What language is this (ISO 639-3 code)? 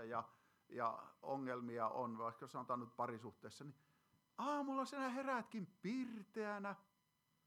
fin